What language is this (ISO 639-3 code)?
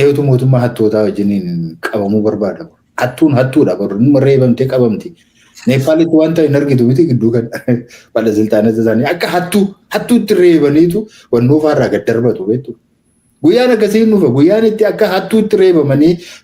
orm